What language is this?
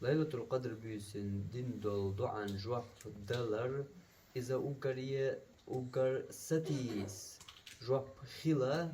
Chechen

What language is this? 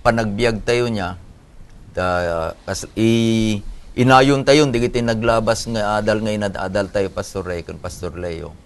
Iloko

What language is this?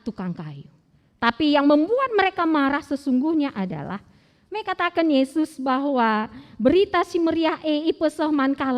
Batak Karo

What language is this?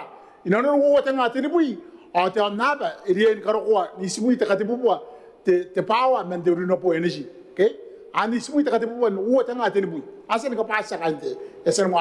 Gilbertese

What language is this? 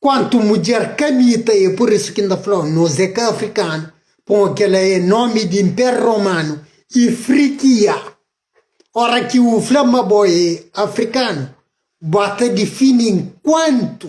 Kabuverdianu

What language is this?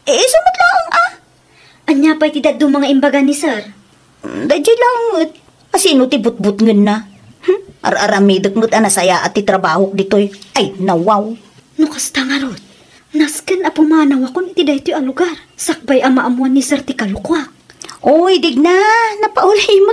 Iloko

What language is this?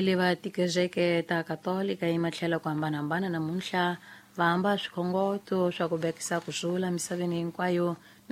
Tsonga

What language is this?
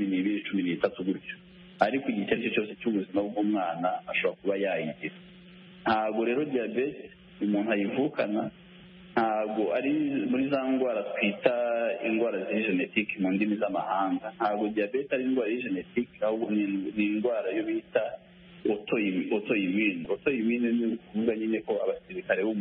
Kinyarwanda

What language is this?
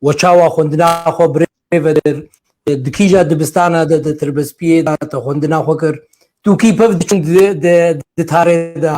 Kurdish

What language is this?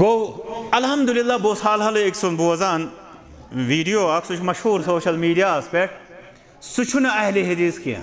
Kashmiri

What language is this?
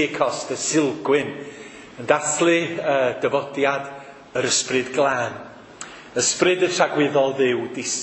Welsh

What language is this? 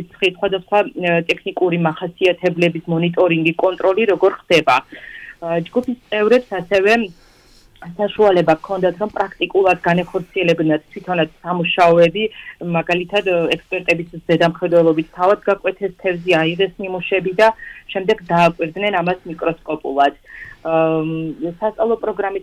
Georgian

